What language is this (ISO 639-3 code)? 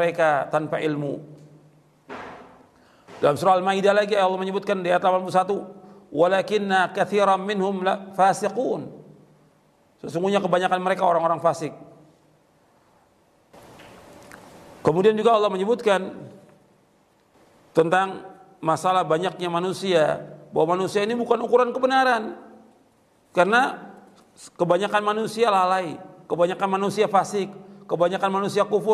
ind